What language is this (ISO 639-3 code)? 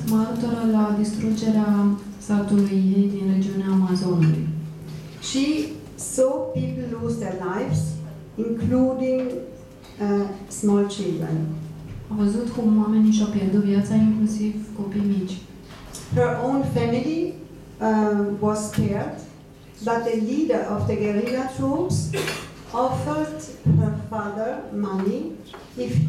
ron